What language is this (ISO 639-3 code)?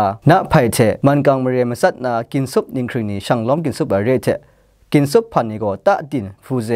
kac